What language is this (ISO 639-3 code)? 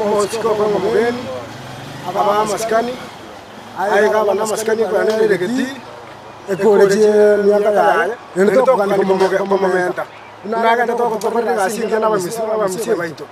guz